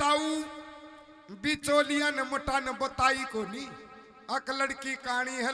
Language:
Haryanvi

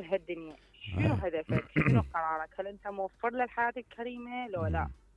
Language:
Mesopotamian Arabic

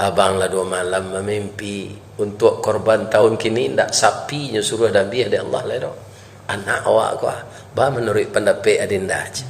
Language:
Minangkabau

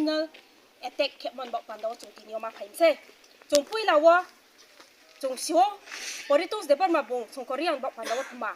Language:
Riang (India)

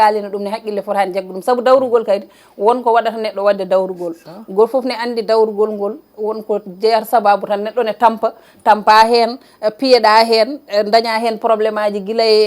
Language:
Fula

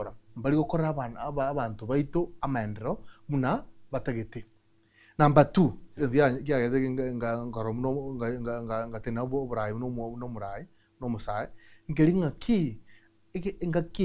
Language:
Gusii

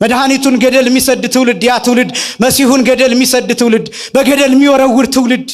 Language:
Amharic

